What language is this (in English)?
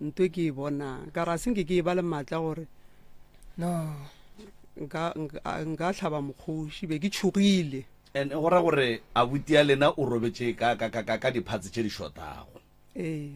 Northern Sotho